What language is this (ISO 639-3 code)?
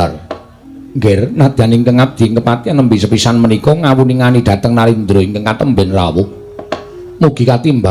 jav